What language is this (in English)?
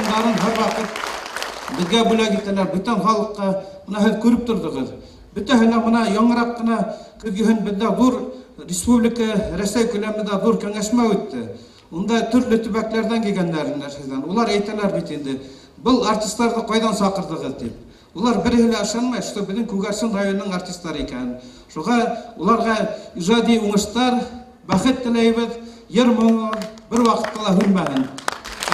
Bashkir